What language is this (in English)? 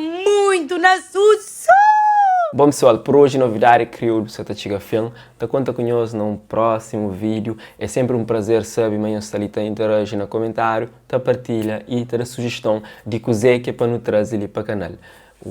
Kabuverdianu